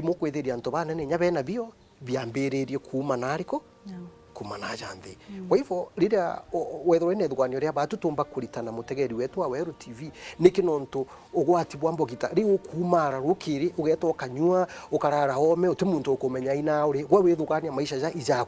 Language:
Meru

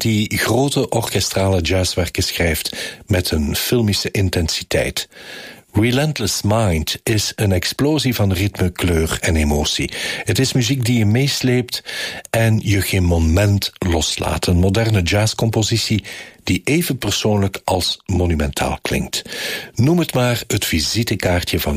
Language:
Dutch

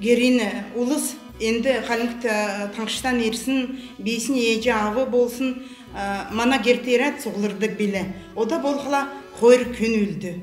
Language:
Kalmyk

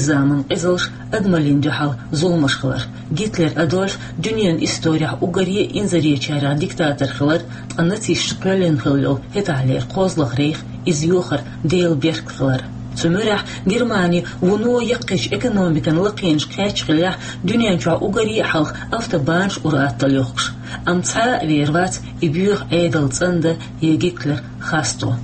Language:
Chechen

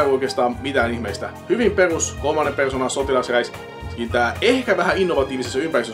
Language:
Finnish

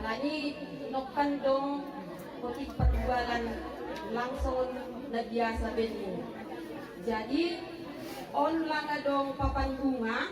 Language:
Batak Simalungun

